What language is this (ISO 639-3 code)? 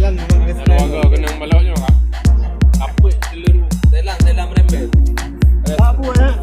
ace